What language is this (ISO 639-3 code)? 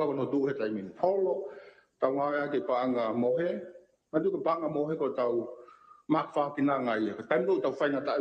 ton